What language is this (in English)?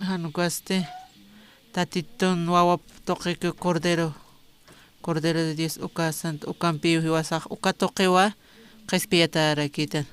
Aymara